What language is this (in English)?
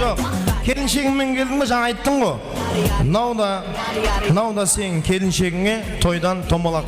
Kara-Kalpak